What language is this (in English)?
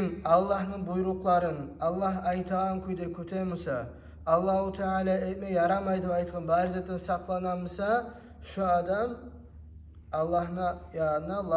Kumyk